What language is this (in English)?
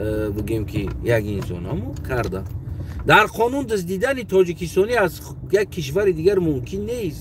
Tajik